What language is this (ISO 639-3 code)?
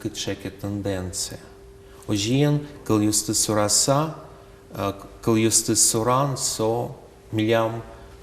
udm